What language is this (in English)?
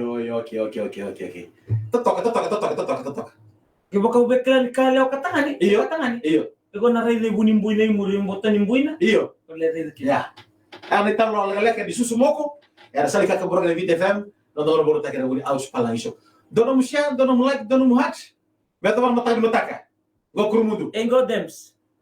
Fijian